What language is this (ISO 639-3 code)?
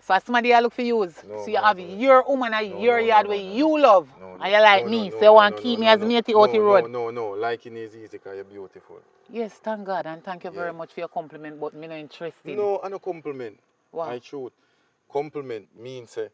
jam